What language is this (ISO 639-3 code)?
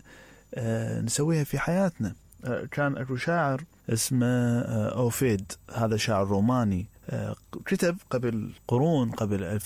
acm